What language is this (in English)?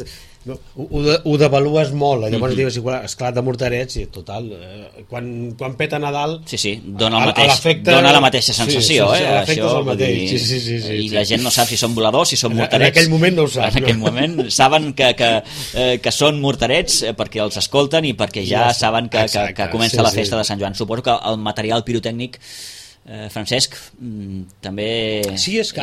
Catalan